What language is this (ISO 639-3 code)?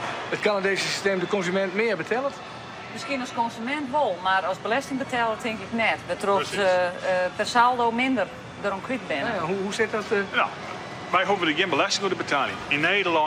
fry